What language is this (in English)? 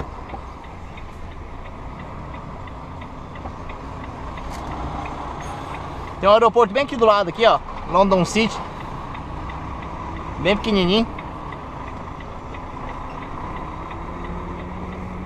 Portuguese